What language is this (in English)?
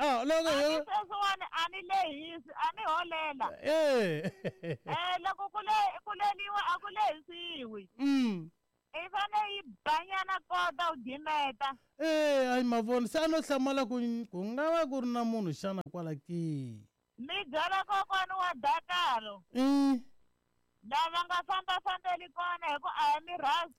Tsonga